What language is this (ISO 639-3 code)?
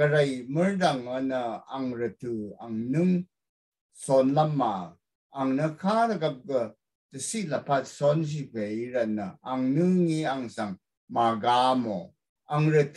raw